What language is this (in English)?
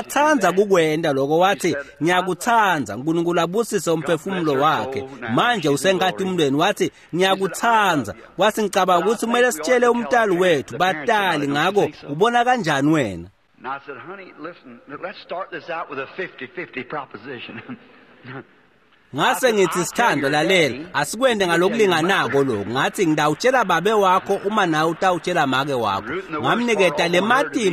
Swati